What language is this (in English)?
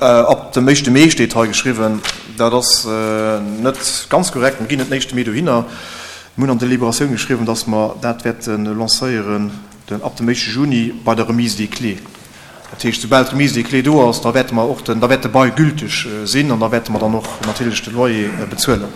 Luxembourgish